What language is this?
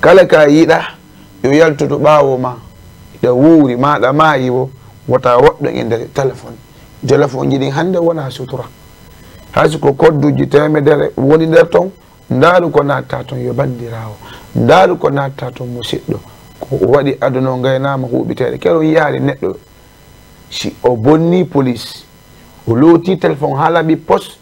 Fula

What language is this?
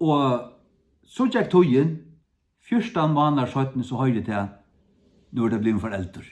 Faroese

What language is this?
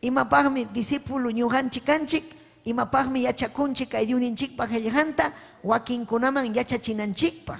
Ayacucho Quechua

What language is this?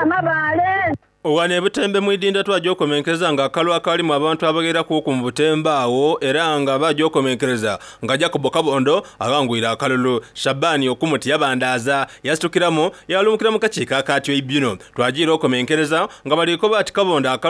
Soga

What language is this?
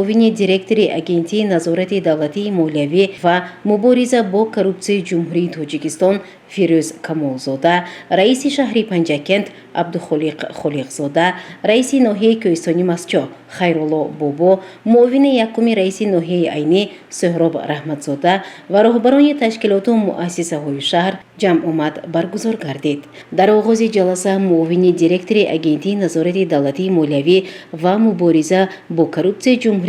Tajik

